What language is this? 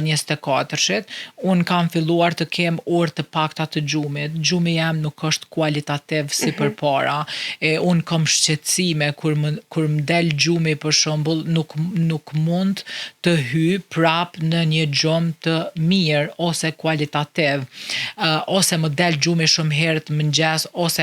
Albanian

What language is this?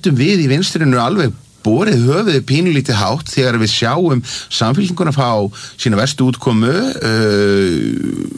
Icelandic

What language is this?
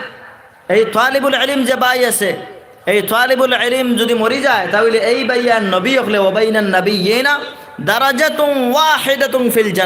Sylheti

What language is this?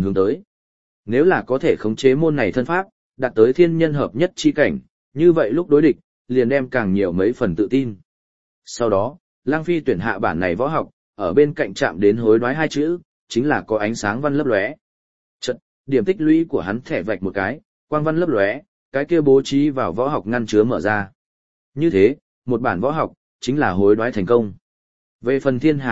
Vietnamese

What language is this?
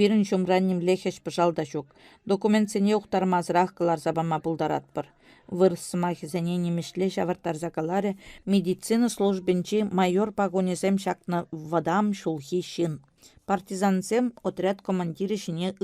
Chuvash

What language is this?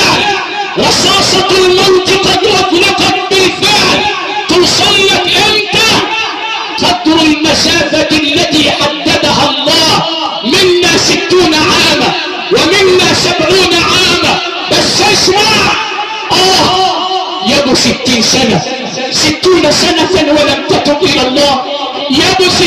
Egyptian Arabic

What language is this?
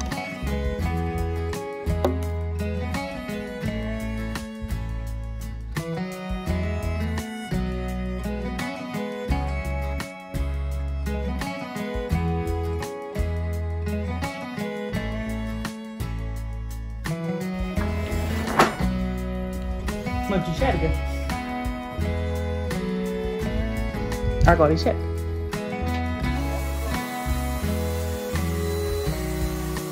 Portuguese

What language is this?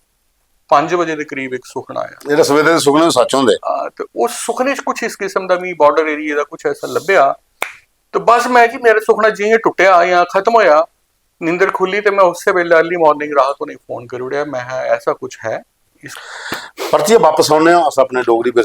Dogri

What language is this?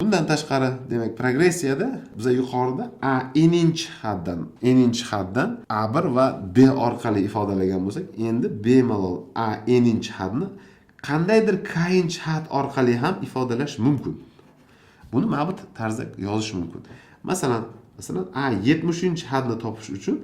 Uzbek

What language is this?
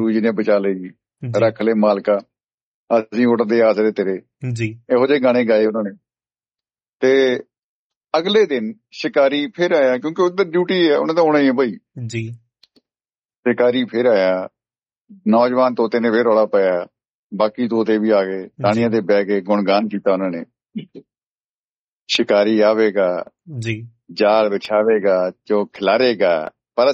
Punjabi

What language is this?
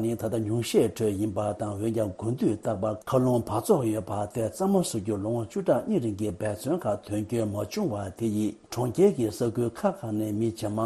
Tibetan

